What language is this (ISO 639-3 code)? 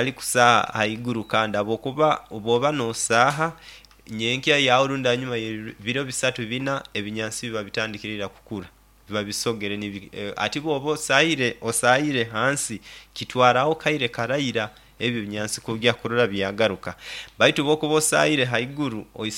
nyo